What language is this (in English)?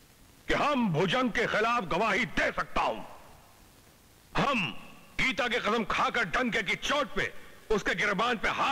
Hindi